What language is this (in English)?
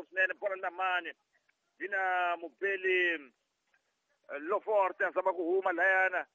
Tsonga